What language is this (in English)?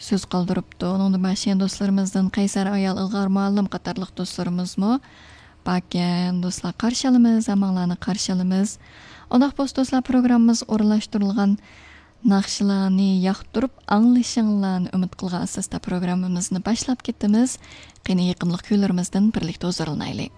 Uyghur